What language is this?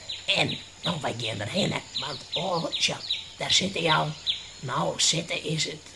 Western Frisian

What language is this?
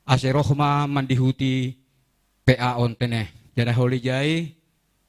Batak Simalungun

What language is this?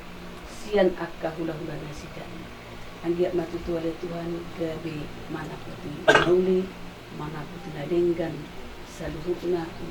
Batak Toba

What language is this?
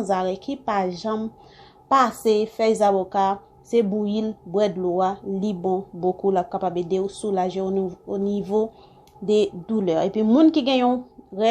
Haitian Creole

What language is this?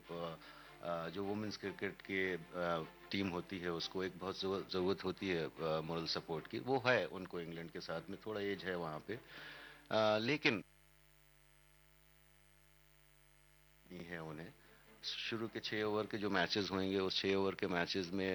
Hindi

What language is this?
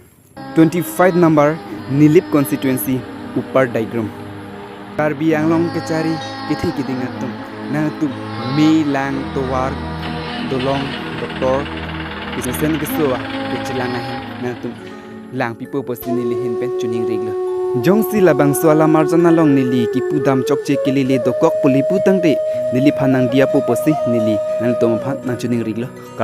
Karbi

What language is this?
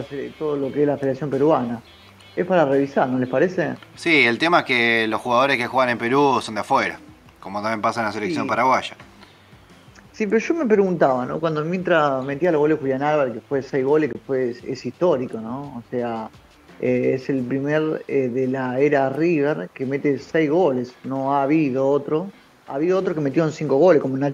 Spanish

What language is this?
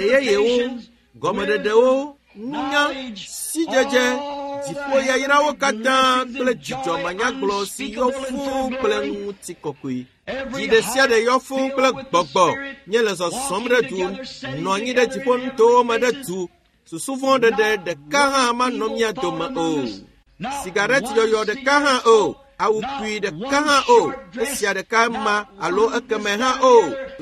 Ewe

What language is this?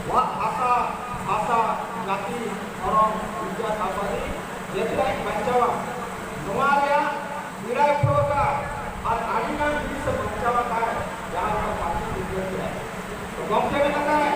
Santali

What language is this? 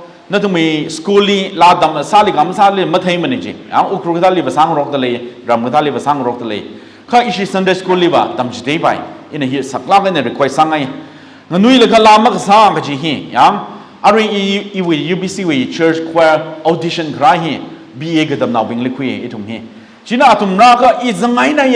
Tangkhul Naga (India)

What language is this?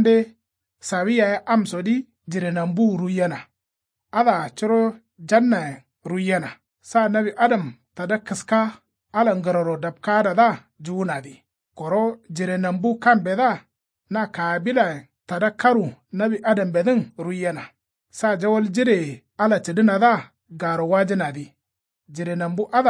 Kanuri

